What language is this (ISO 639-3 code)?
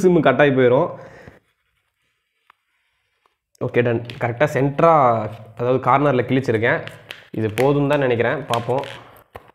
tam